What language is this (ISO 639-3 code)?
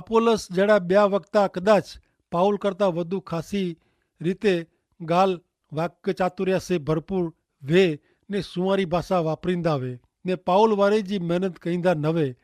kfr